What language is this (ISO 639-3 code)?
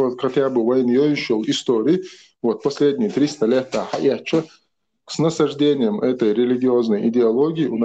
che